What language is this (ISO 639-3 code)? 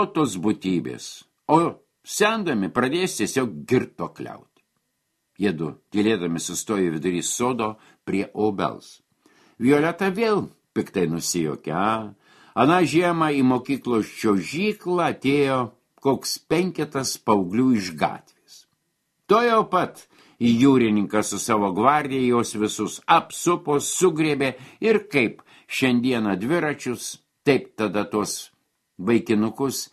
lit